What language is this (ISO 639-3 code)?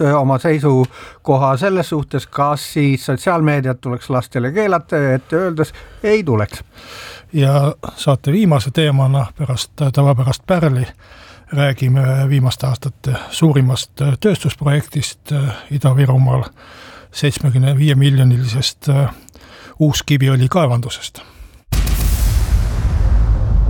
est